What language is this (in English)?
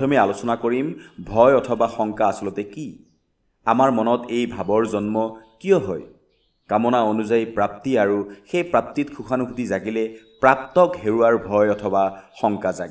Assamese